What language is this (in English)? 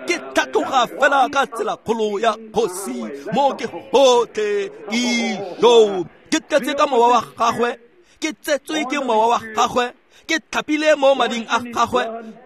Tswana